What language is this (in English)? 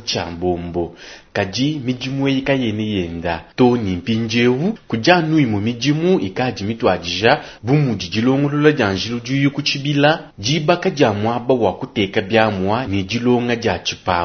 Luba-Lulua